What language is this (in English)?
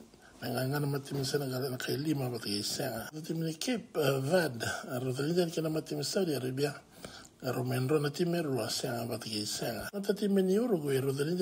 Fijian